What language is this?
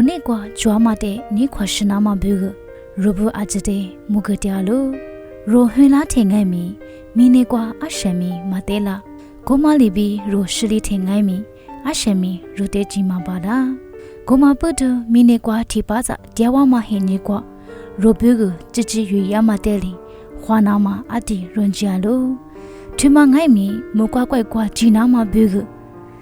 Lisu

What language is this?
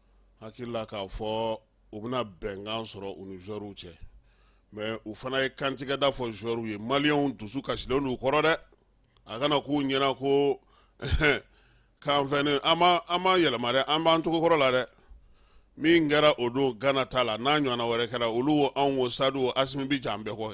Bambara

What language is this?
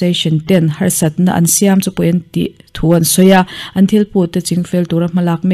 Mizo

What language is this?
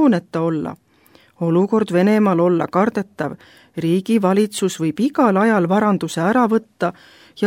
Estonian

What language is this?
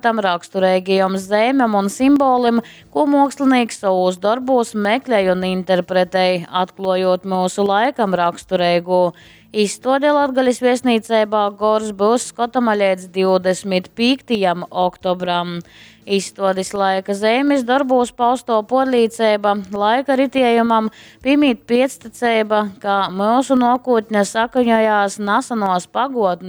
Latgalian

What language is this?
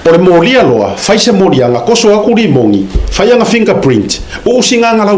Samoan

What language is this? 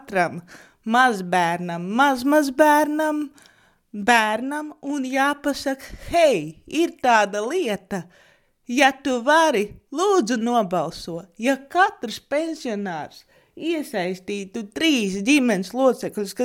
Latvian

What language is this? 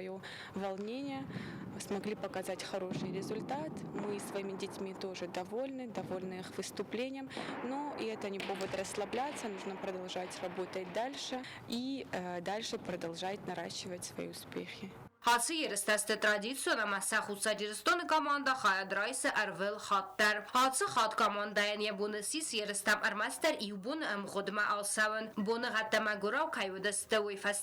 Ossetic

